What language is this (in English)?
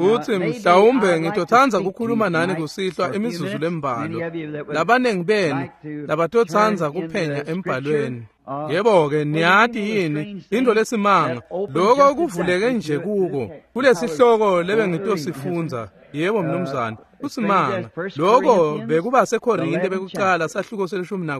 Swati